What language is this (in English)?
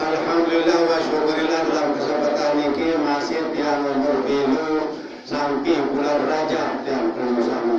Sasak